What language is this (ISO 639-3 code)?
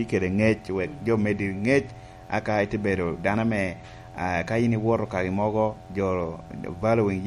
laj